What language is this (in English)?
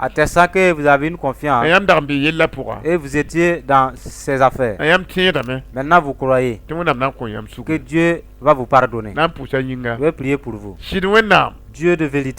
Mossi